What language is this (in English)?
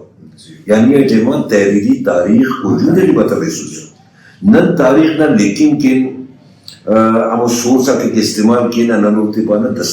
Brahui